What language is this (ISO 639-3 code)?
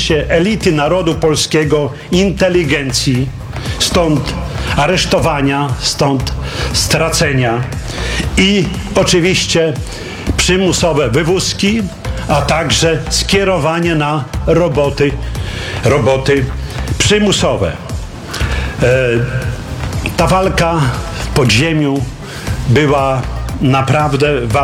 pol